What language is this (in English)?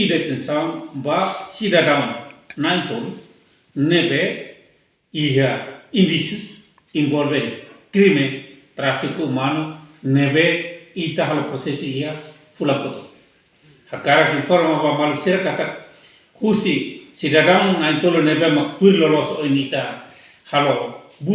Tetum